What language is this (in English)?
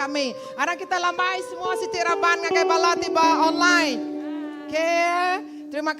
Iban